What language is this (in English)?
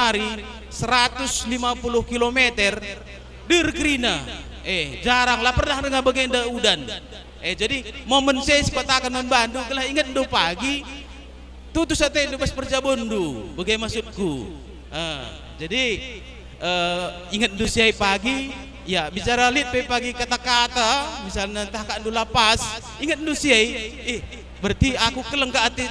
Batak Karo